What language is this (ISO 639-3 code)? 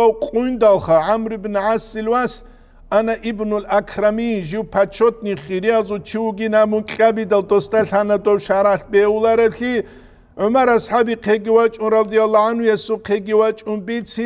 ava